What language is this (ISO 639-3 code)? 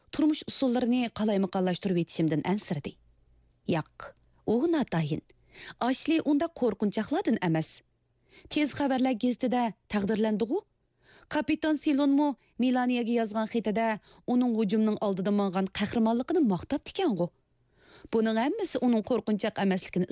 uig